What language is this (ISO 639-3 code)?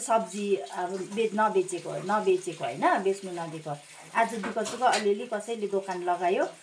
nep